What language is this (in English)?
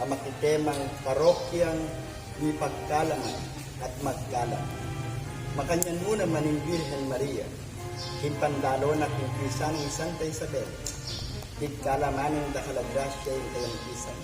Pampanga